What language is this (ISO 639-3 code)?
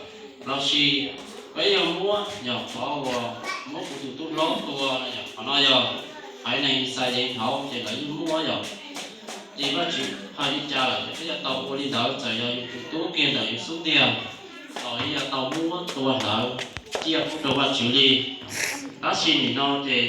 hmn